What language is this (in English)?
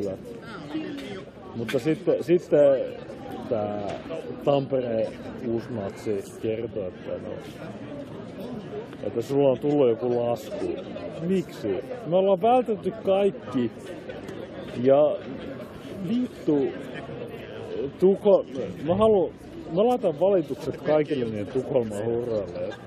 Finnish